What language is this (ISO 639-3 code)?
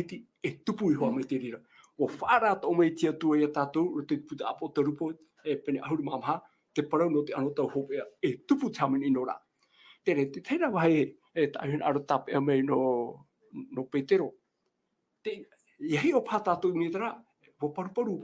tah